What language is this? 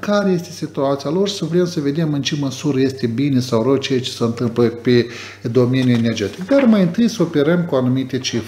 Romanian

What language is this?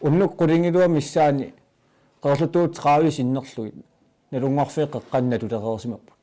Kalaallisut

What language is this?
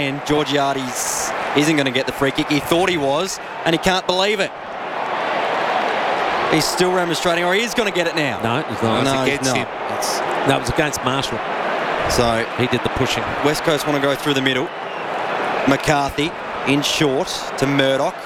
English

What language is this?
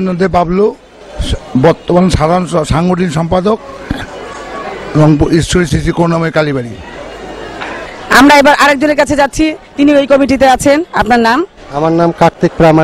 Bangla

